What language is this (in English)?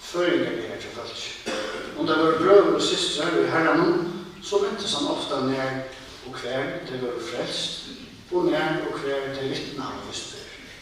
Faroese